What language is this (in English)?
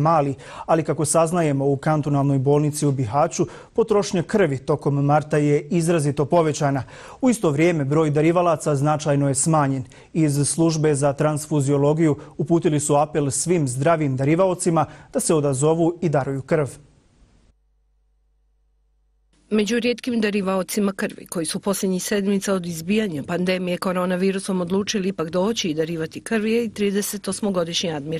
Bosnian